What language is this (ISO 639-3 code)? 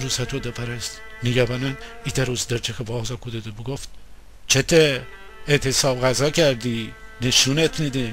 glk